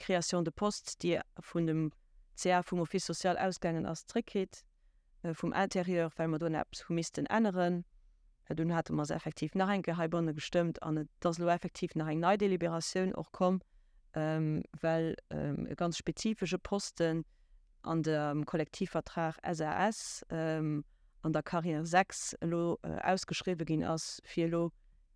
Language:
Luxembourgish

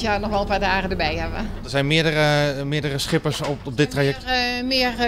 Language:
Dutch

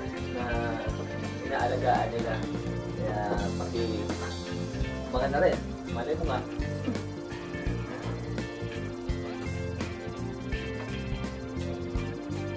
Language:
Filipino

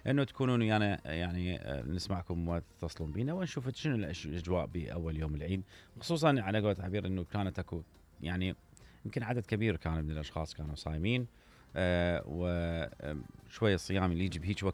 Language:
Mesopotamian Arabic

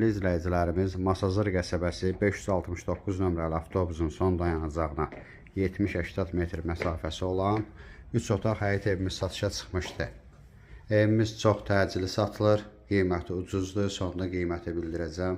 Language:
Azerbaijani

